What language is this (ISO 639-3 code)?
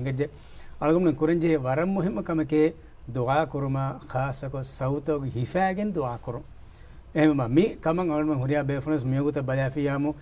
div